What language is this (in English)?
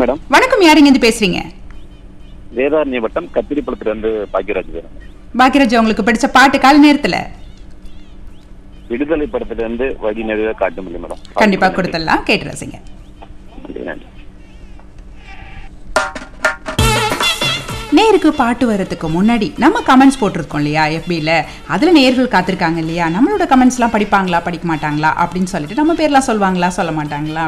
Tamil